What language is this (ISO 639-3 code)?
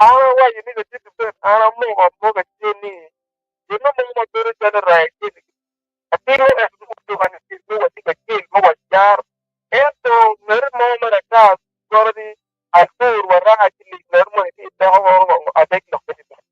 ach